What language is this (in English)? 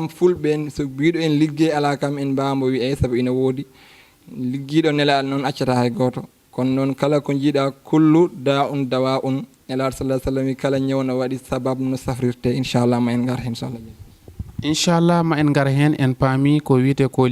Fula